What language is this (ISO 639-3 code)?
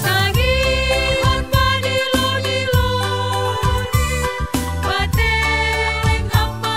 bts